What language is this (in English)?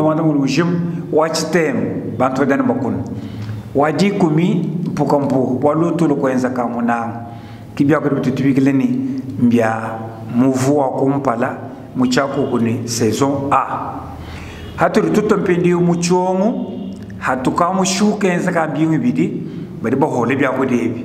Luba-Lulua